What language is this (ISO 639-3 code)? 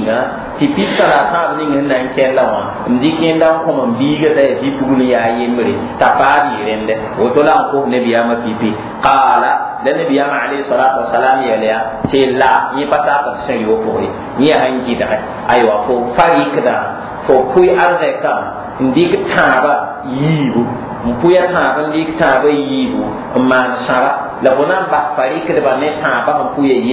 mos